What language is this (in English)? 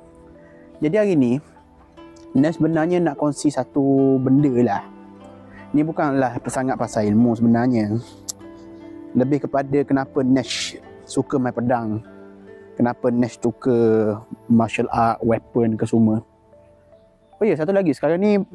Malay